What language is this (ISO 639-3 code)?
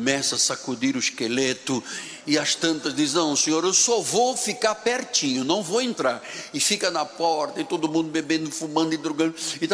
por